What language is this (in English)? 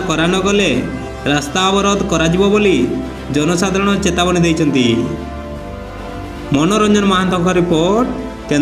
Odia